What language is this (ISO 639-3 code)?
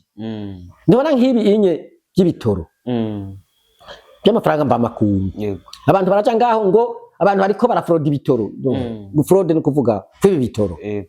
run